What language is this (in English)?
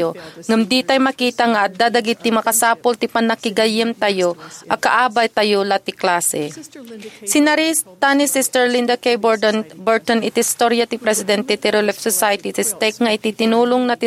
Iloko